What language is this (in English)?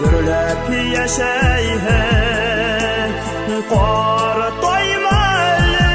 Bashkir